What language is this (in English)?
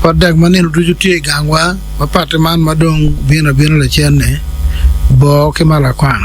Acoli